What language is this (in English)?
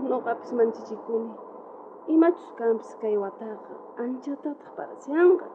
South Bolivian Quechua